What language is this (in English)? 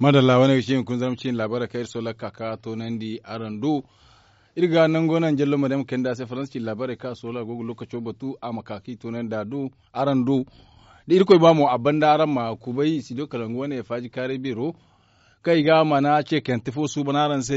Zarma